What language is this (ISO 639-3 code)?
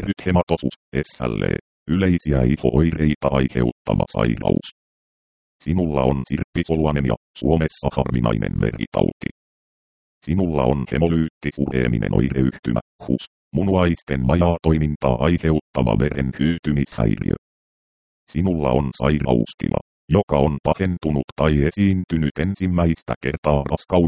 fin